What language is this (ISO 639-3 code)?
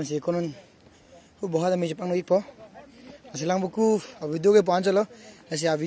mjw